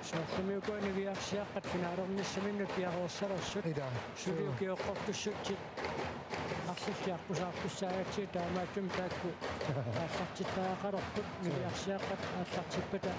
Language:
Kalaallisut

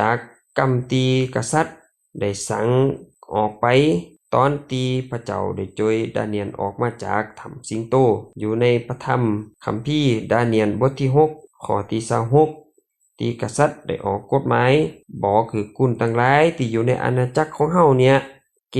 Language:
Lao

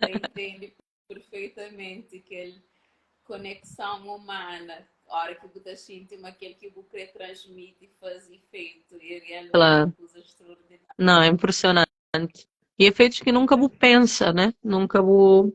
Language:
Kabuverdianu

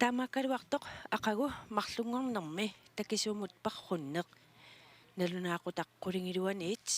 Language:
Kalaallisut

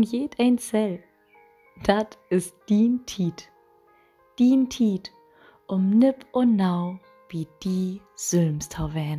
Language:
Low German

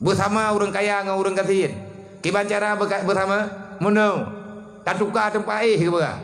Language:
Achinese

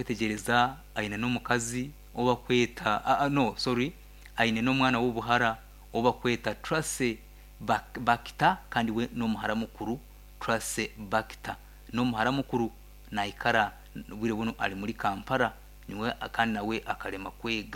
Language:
Nyankole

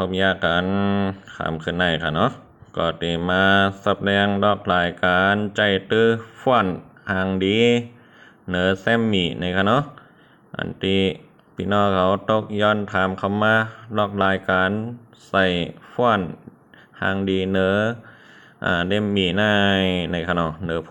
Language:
Shan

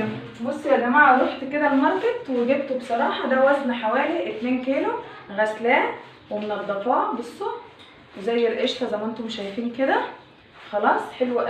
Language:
Egyptian Arabic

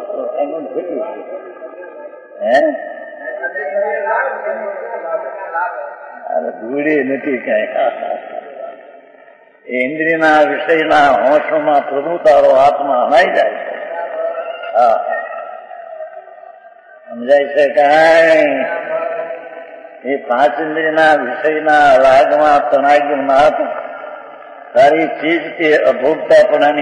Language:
Gujarati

